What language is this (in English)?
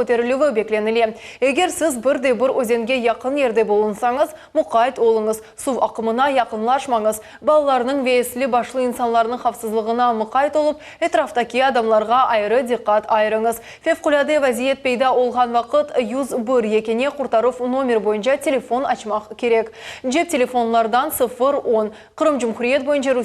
Crimean Tatar